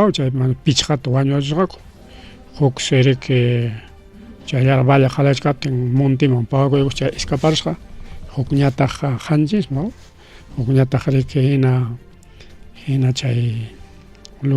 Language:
Ayacucho Quechua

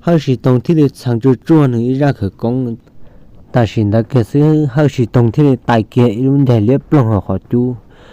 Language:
Hmong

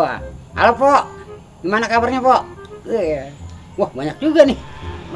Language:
Betawi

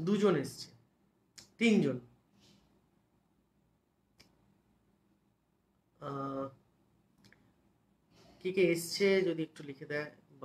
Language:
Bangla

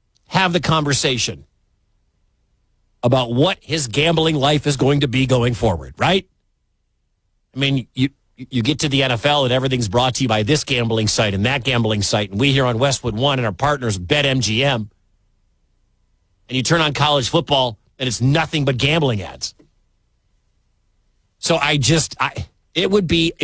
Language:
English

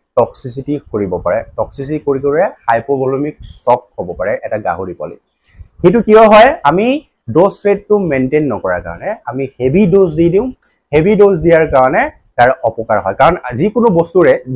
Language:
Assamese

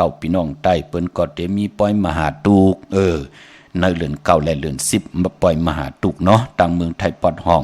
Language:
Shan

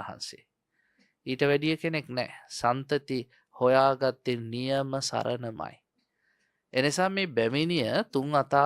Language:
Sinhala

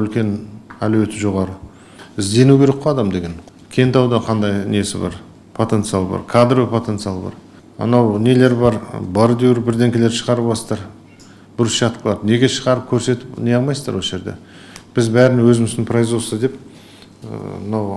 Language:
Kazakh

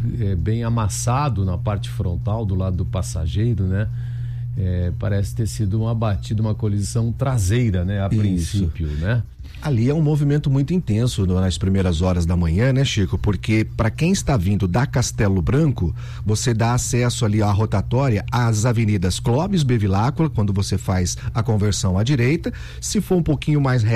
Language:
Portuguese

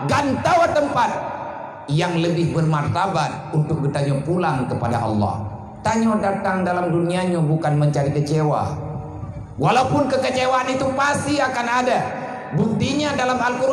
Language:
Achinese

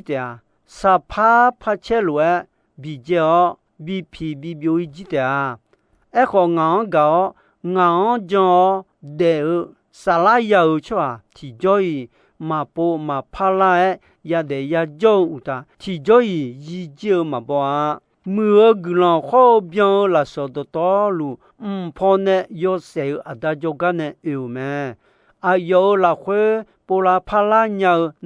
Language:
Akha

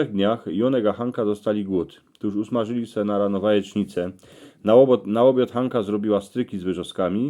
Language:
Silesian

